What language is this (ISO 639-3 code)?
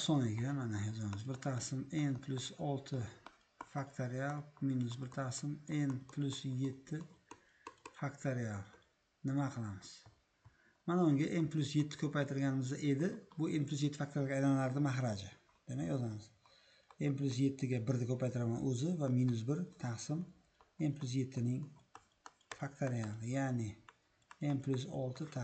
uzb